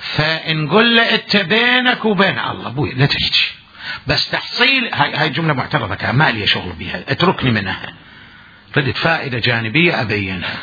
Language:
Mesopotamian Arabic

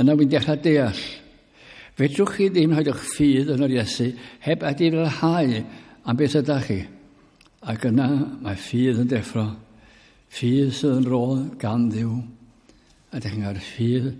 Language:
Welsh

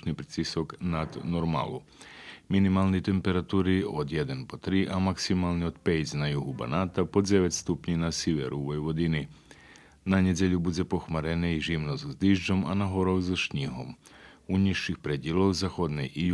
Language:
Rusyn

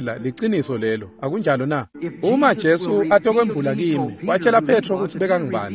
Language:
Swati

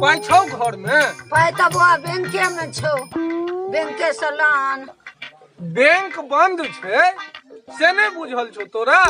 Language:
Maithili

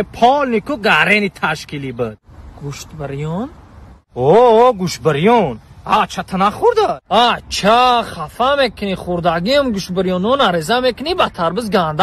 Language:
Tajik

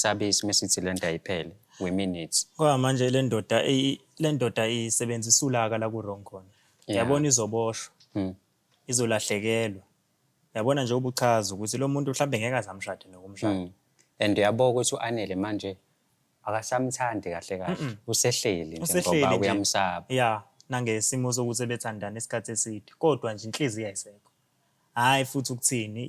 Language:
Zulu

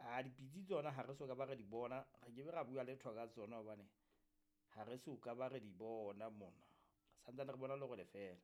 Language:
Southern Sotho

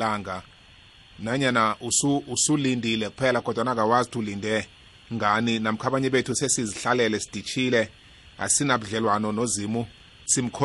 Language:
South Ndebele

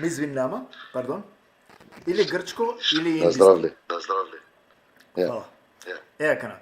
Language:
Balkan Romani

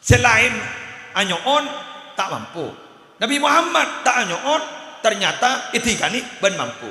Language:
Madurese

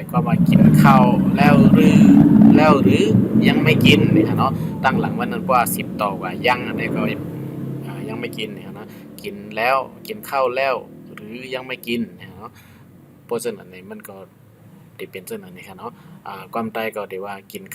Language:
Shan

